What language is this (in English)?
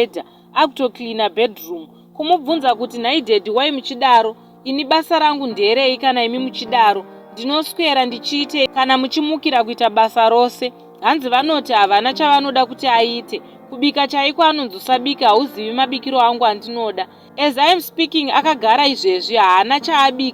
Shona